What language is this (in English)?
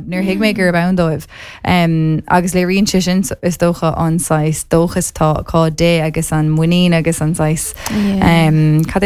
Irish